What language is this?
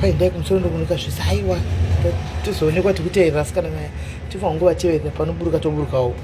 Shona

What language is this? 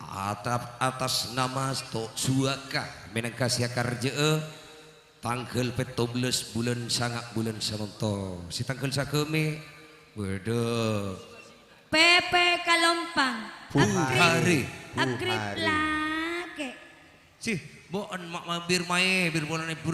Madurese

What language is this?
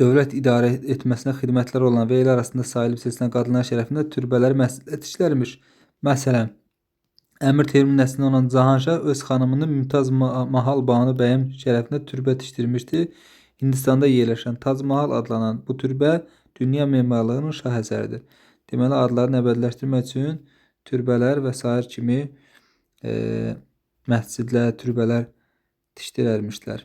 Azerbaijani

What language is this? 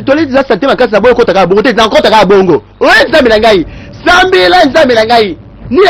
Lingala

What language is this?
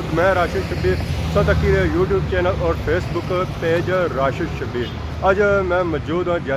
Pahari-Potwari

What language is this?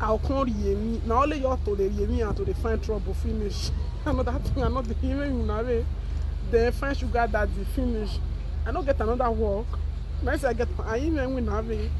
Nigerian Pidgin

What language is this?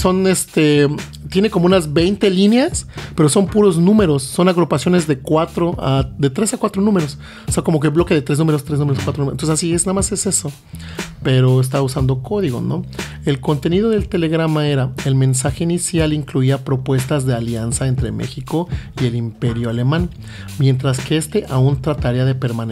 Spanish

